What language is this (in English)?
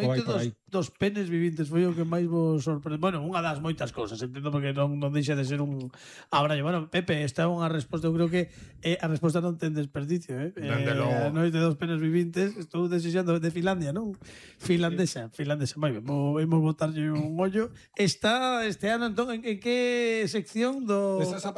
Galician